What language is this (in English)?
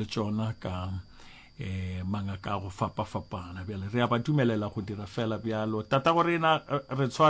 Northern Sotho